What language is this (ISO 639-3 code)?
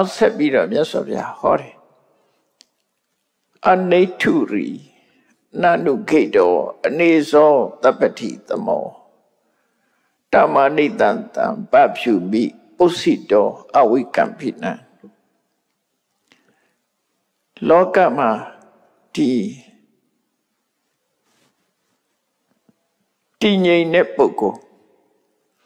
mya